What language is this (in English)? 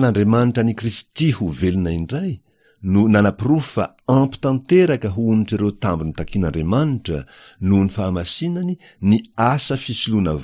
Malagasy